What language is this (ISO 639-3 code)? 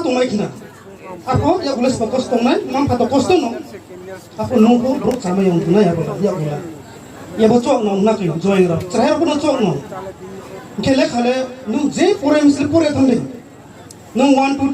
ria